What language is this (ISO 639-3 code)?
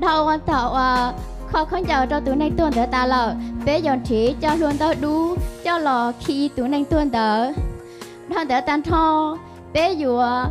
hmn